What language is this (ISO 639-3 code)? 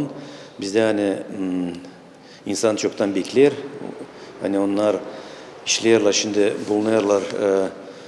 gag